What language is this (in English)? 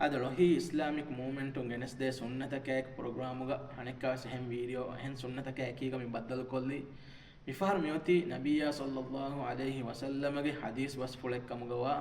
Divehi